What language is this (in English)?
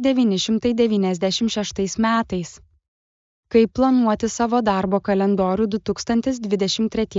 Lithuanian